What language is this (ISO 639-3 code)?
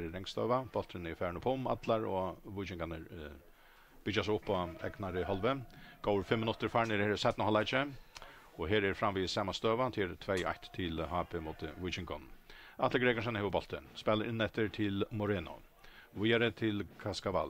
fao